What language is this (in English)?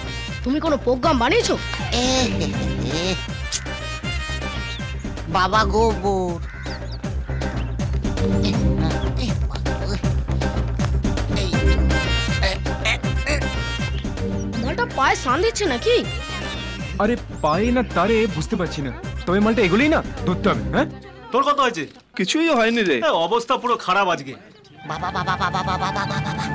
Bangla